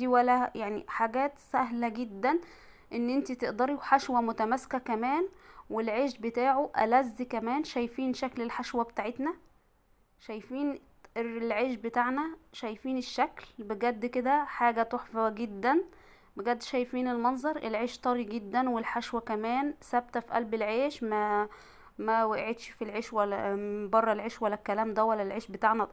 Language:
Egyptian Arabic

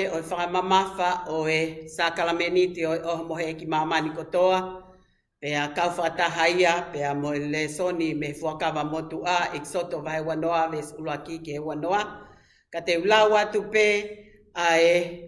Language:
Tongan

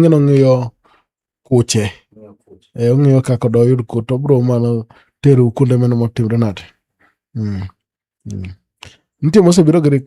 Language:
Luo (Kenya and Tanzania)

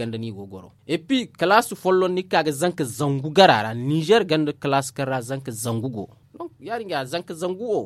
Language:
Zarma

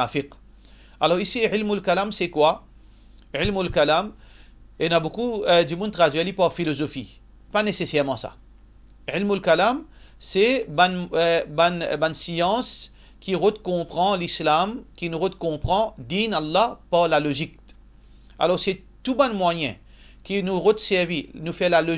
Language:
Morisyen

